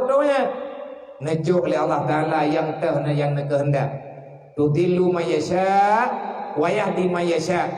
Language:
Achinese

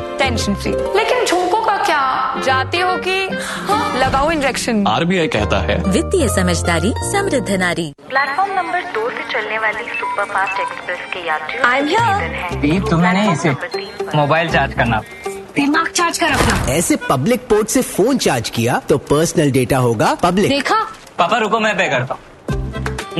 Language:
Hindi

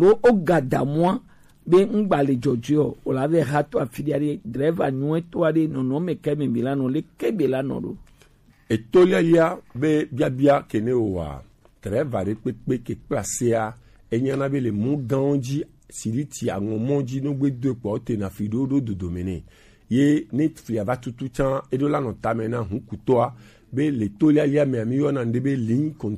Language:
Gen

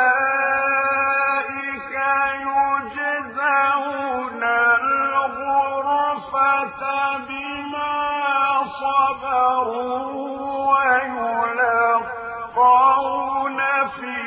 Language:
Arabic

